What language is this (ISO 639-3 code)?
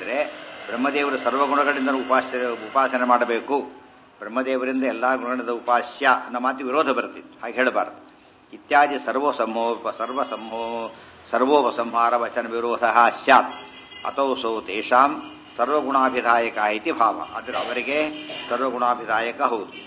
kan